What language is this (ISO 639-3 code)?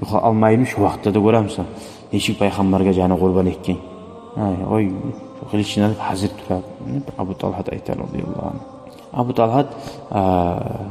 kum